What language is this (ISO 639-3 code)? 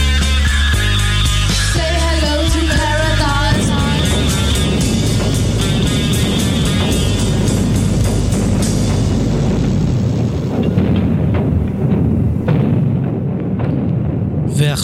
heb